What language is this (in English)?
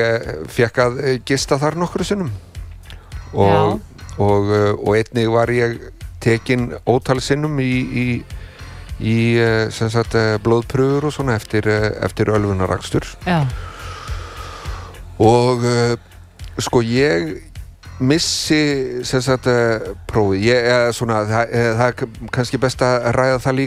Icelandic